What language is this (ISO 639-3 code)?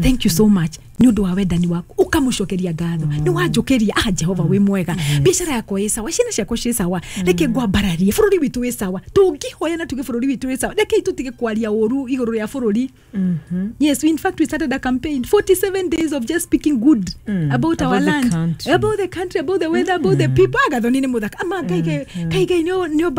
kik